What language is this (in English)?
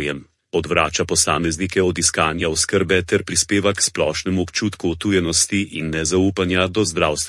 Slovenian